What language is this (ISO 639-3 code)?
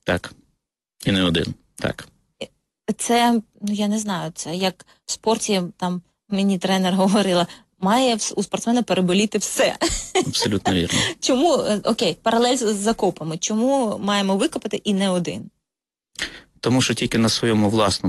ukr